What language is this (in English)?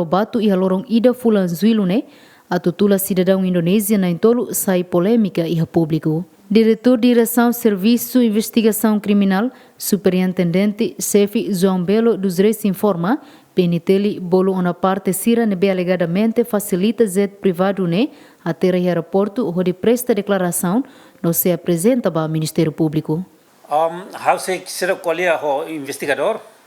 Tetum